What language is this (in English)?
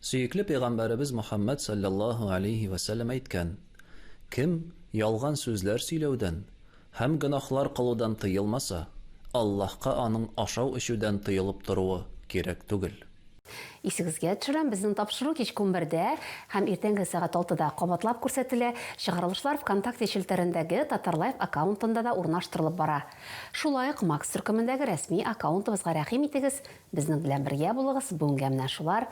Tatar